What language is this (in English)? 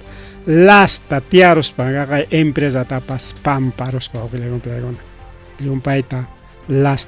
Ayacucho Quechua